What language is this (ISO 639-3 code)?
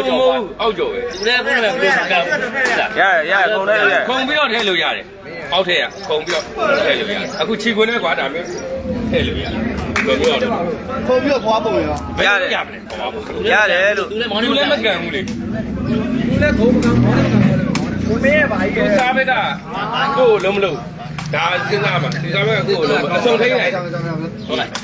mya